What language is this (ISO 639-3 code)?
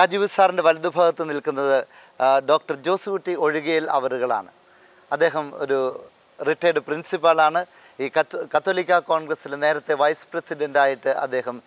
mal